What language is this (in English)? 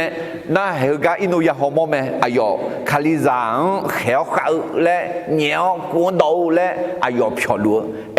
Akha